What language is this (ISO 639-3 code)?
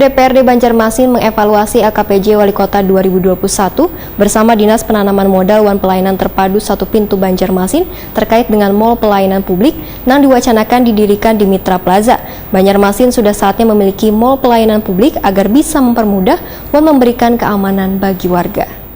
bjn